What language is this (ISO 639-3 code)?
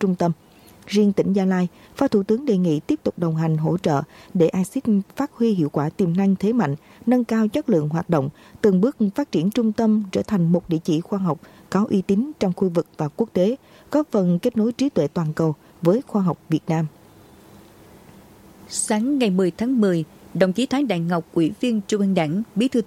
vie